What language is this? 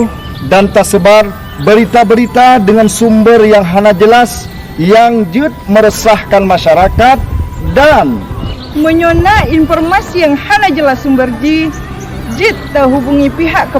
Achinese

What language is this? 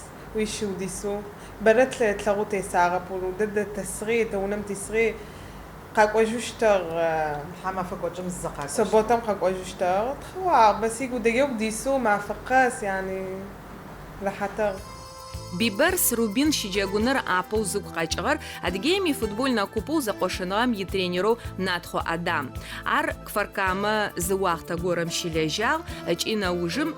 Adyghe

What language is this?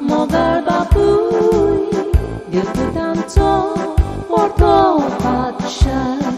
Konkani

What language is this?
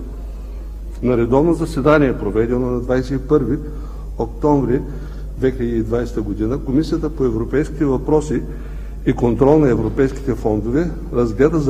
Bulgarian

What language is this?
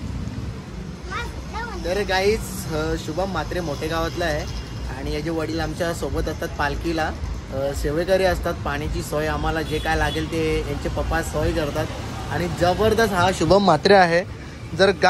Marathi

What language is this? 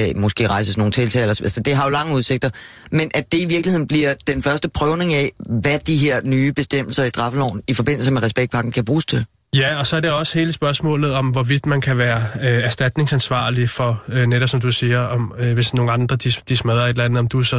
Danish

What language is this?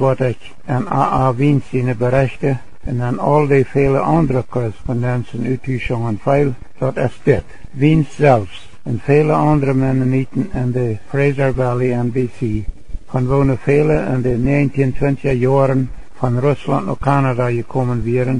Plautdietsch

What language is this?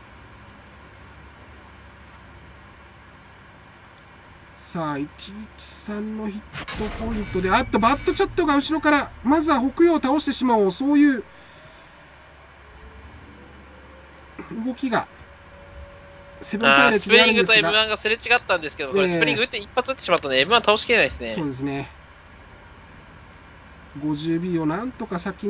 Japanese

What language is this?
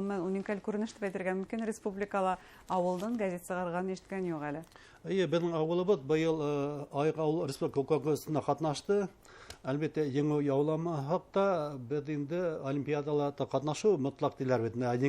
Bashkir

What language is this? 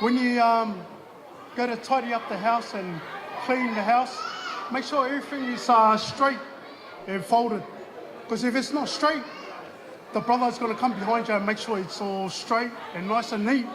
Tongan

